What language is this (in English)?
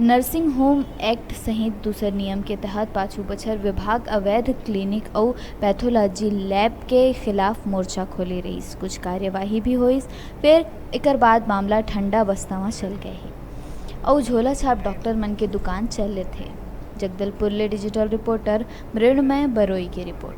Chhattisgarhi